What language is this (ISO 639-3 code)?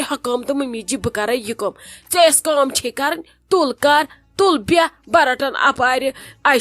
kas